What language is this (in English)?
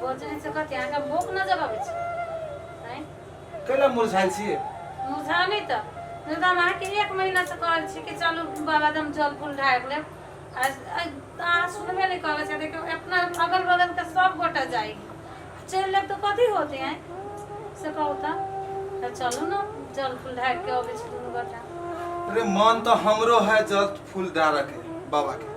Maithili